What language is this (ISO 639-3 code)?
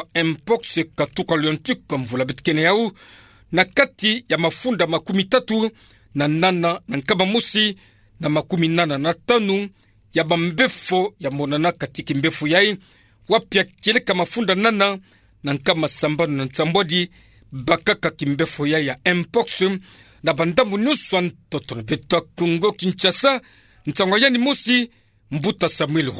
ktu